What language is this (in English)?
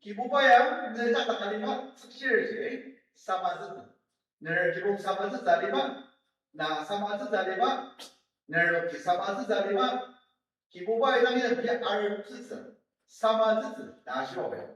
Ao Naga